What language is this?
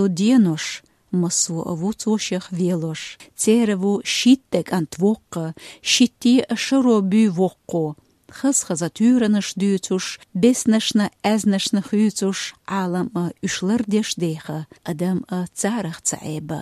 Chechen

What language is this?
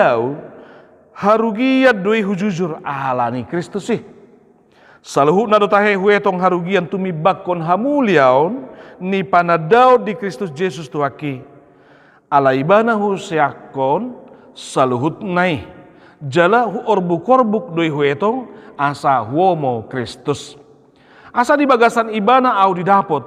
Batak Toba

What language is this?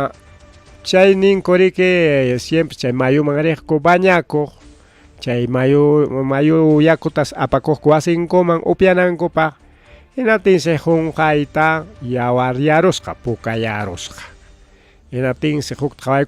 Ayacucho Quechua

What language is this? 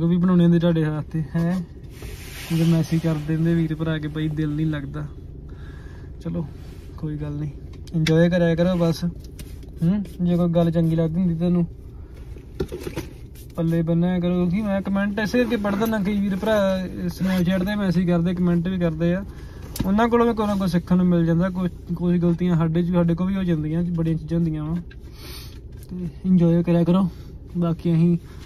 Punjabi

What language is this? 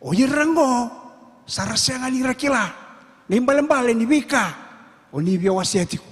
Fijian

